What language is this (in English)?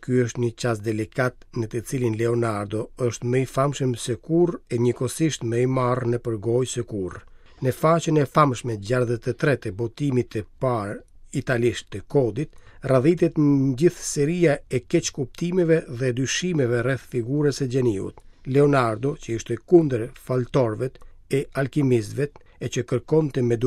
Albanian